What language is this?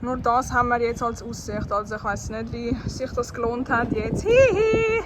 Swiss German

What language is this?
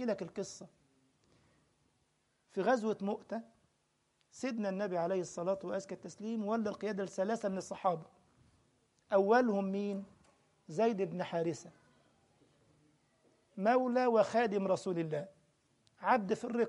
Egyptian Arabic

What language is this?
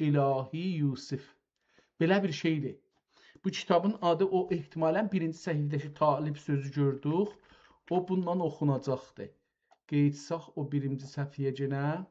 South Azerbaijani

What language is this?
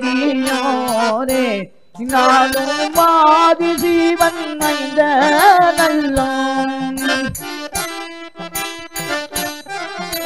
Tamil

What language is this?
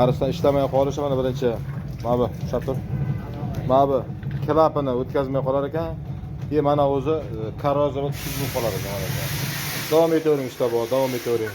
Uzbek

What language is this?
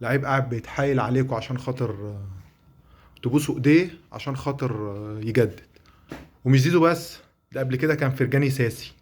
Egyptian Arabic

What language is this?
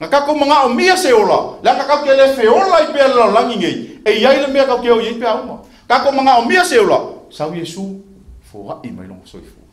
Samoan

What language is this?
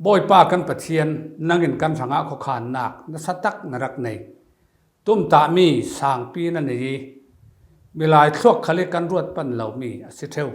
Falam Chin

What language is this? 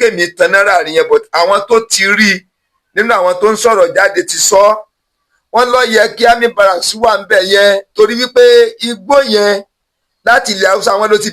Yoruba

